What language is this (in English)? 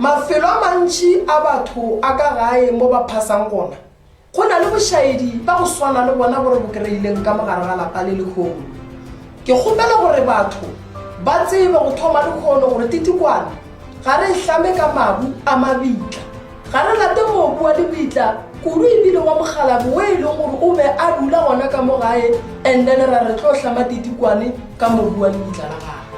Northern Sotho